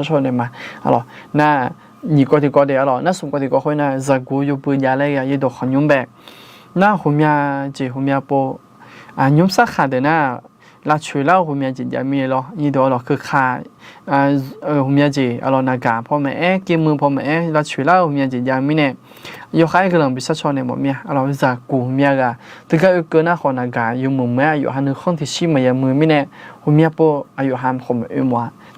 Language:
Akha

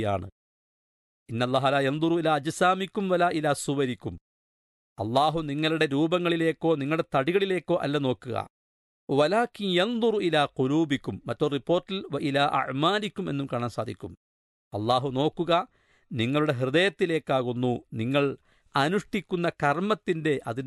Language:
Malayalam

